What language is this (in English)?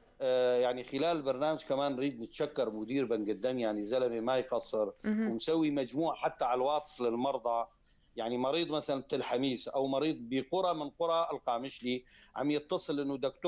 North Levantine Arabic